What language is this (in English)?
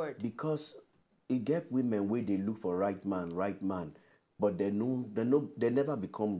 Nigerian Pidgin